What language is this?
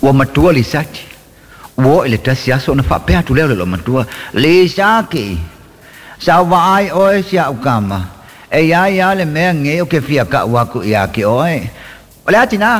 Samoan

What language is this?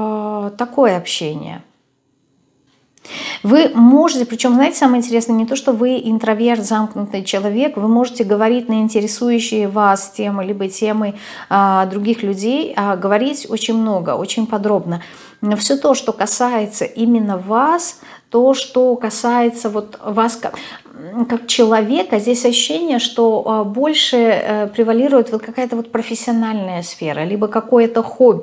Russian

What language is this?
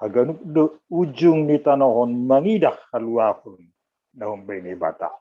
Batak Simalungun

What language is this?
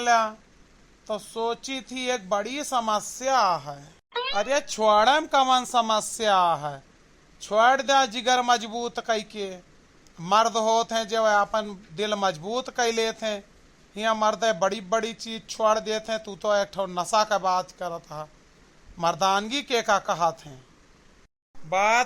Awadhi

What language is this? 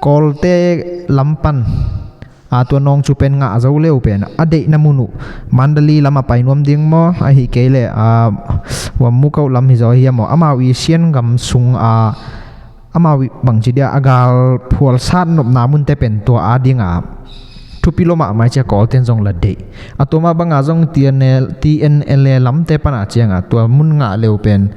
Tedim Chin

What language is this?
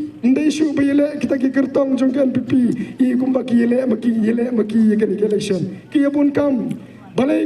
Khasi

